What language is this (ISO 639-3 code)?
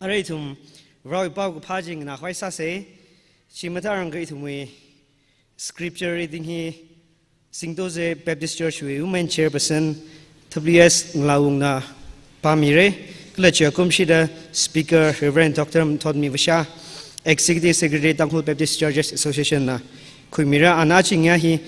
nmf